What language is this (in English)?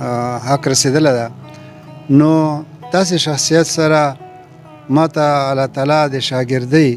Pashto